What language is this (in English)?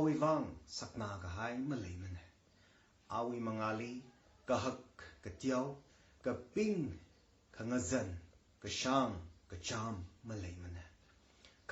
Tangkhul Naga (India)